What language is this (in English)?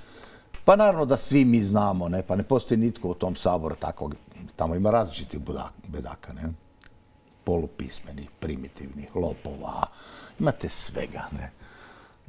Croatian